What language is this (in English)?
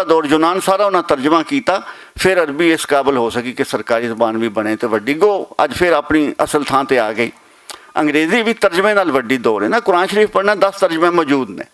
Western Panjabi